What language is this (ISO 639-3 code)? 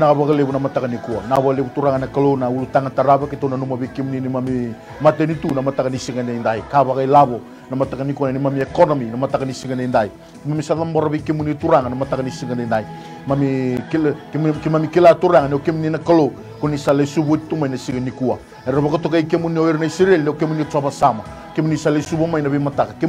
fij